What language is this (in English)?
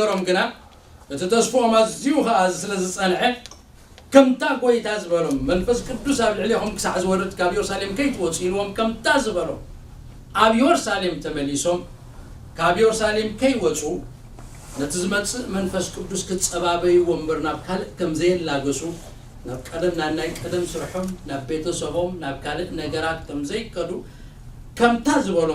Tigrinya